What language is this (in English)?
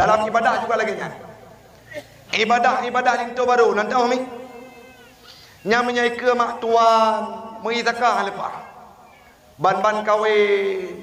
Achinese